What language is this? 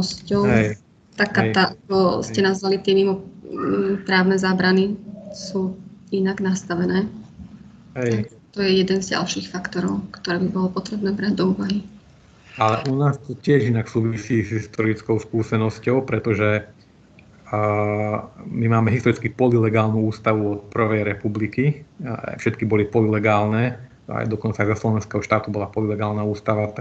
Slovak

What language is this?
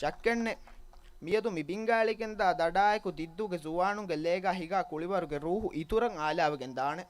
Divehi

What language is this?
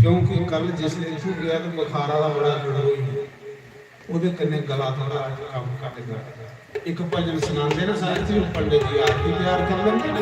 Dogri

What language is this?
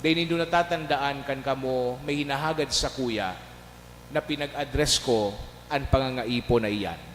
Bikol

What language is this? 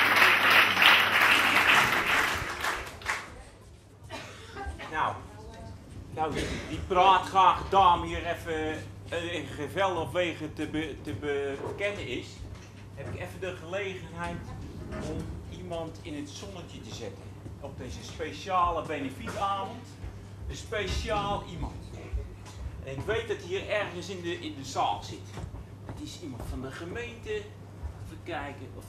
Dutch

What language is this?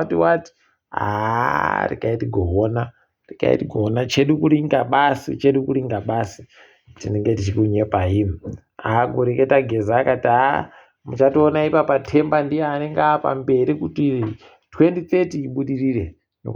Ndau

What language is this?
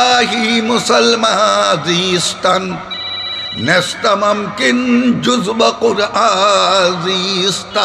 Sylheti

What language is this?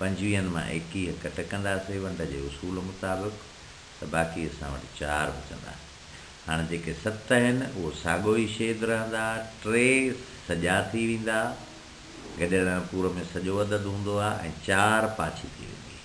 Sindhi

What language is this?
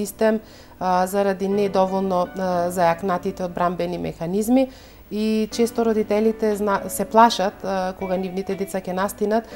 Macedonian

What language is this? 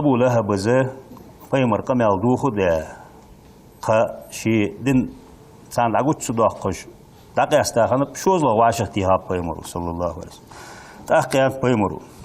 Ingush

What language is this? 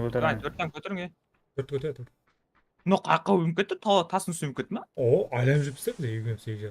Kara-Kalpak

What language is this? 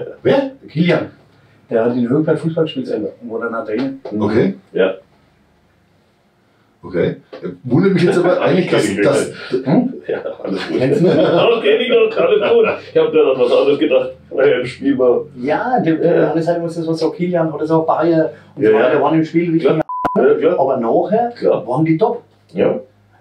German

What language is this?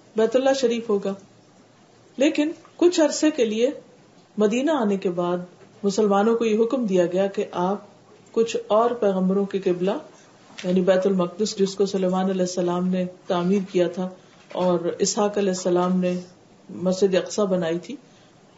Urdu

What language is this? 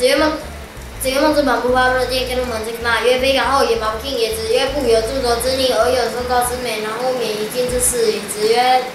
Literary Chinese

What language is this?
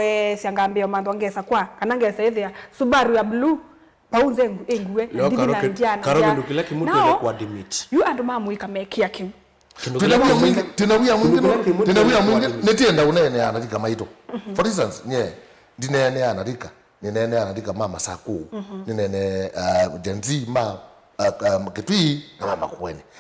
Kamba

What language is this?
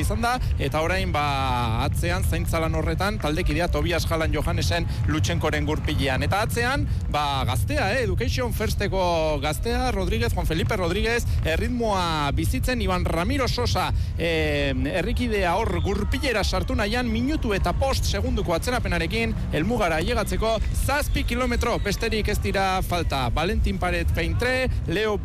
Basque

